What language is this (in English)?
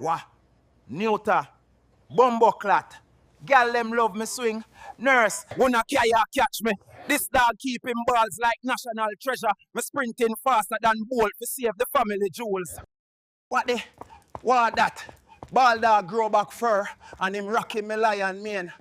Jamaican Creole English